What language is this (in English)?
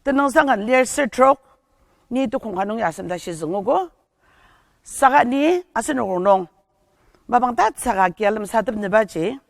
Ao Naga